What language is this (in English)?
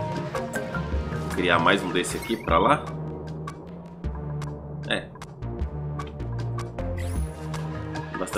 Portuguese